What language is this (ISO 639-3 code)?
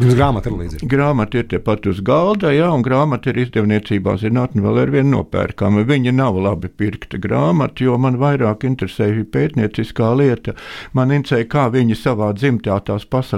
lav